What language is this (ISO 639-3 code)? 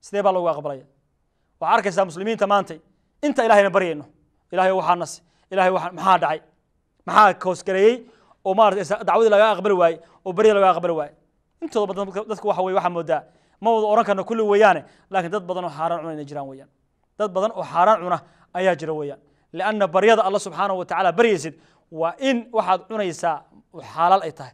som